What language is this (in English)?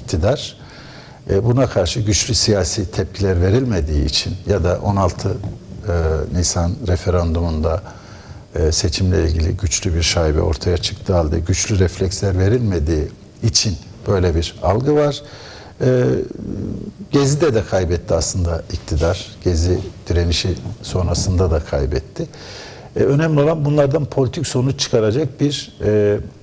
Turkish